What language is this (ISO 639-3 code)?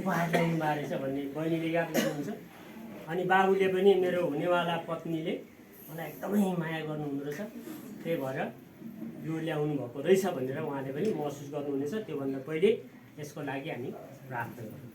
nep